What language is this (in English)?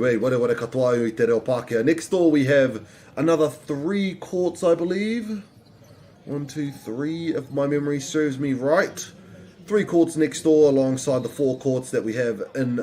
Māori